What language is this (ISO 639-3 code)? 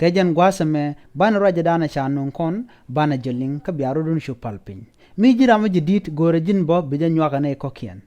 nus